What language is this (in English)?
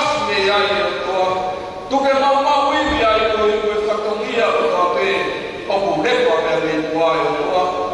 Tongan